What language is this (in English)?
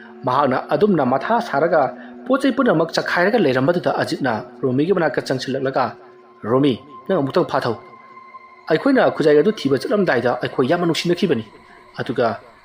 Manipuri